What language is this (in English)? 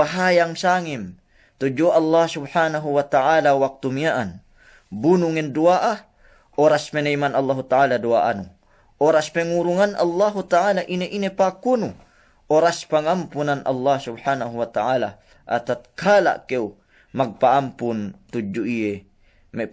Yakan